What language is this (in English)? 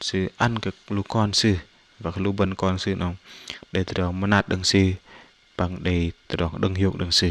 Bahnar